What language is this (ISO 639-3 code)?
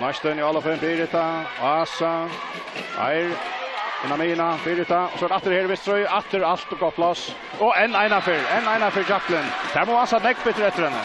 fao